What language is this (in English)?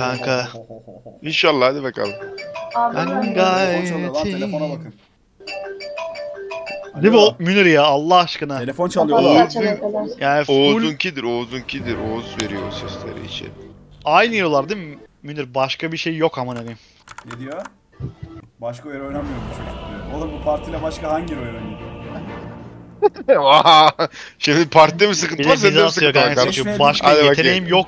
Turkish